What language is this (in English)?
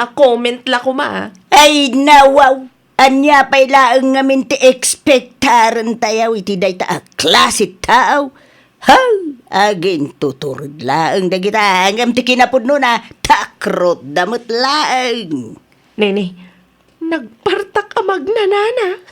Iloko